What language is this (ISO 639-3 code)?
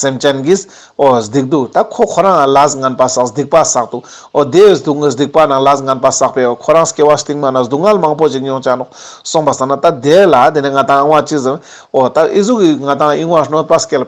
lbj